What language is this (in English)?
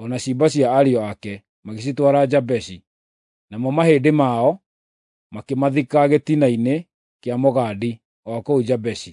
Kikuyu